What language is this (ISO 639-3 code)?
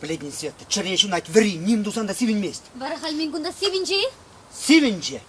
chv